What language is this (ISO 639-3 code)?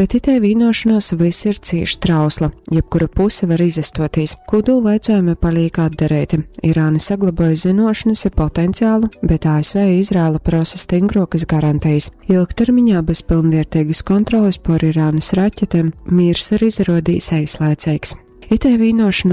ltg